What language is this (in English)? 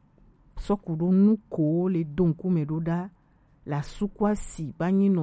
Gen